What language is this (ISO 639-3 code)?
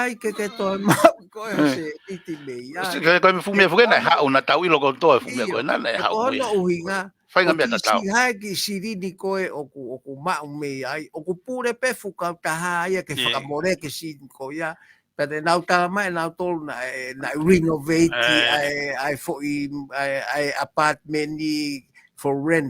ton